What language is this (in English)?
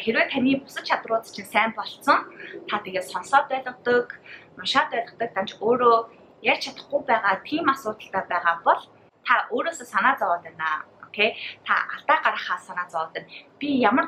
Mongolian